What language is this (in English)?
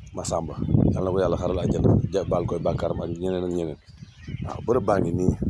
Wolof